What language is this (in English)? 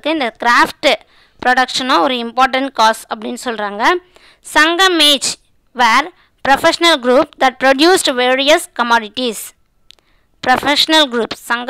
Tamil